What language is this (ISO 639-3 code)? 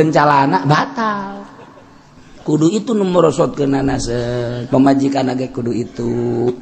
sun